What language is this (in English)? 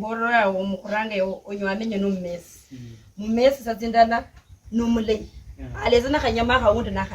Luyia